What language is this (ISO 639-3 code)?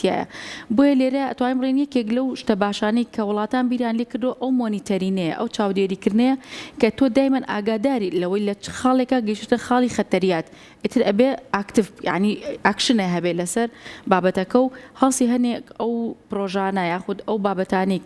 ckb